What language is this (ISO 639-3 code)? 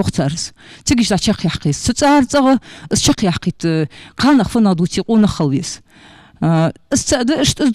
inh